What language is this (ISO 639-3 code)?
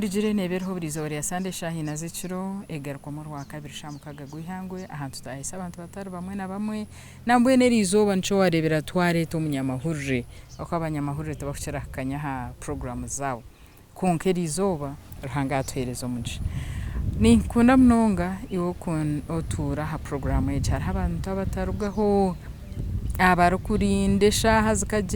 nyn